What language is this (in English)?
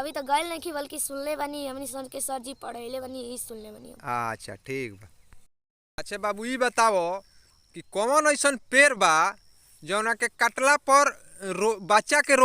Bhojpuri